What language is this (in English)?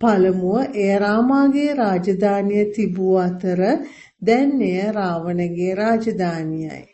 Sinhala